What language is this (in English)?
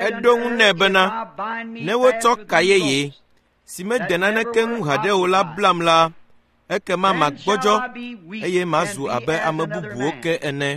Ewe